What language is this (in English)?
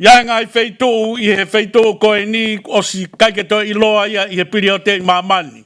Tongan